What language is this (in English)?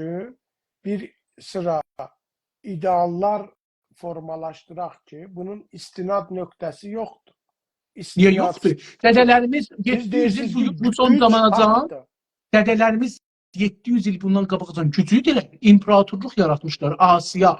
South Azerbaijani